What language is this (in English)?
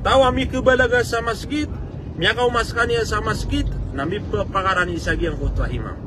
Maranao